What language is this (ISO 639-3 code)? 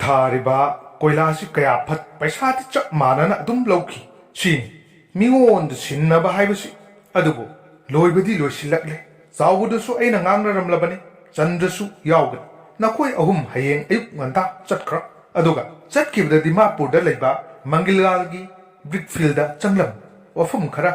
mni